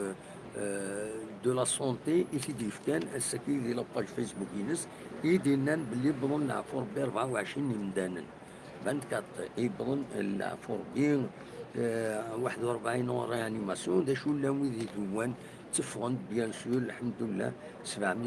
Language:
Kabyle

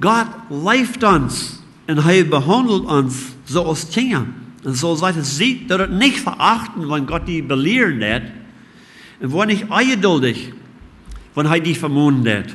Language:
Plautdietsch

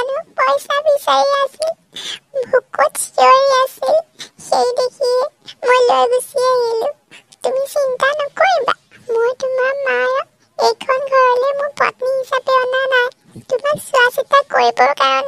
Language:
Assamese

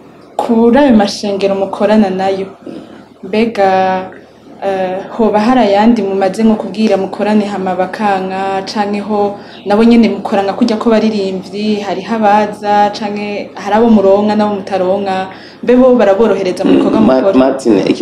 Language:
Rundi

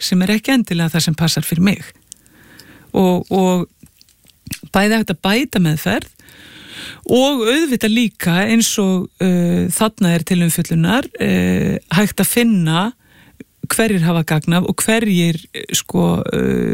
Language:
Icelandic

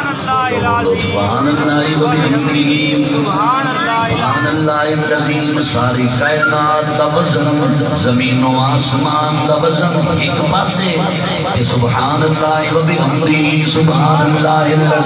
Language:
Saraiki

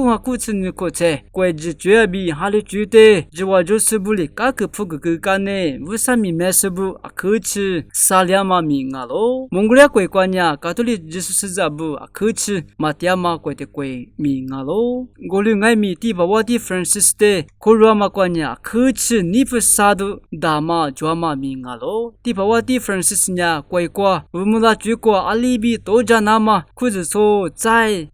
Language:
Lisu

